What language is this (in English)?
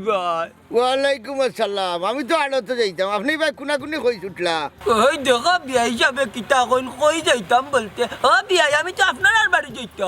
Sylheti